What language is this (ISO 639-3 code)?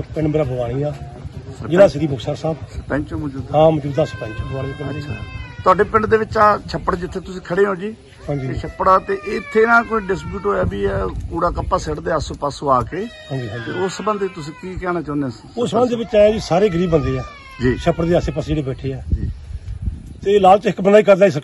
pan